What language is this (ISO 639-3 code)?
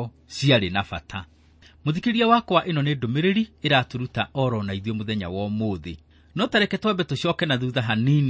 kik